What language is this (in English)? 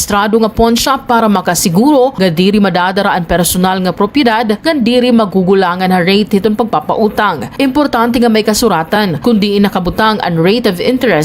Waray